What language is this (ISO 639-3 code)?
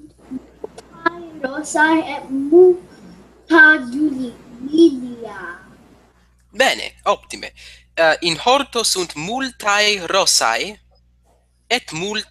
lat